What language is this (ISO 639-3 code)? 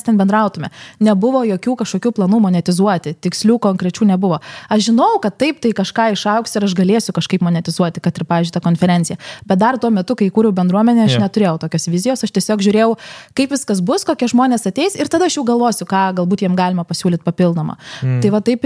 lit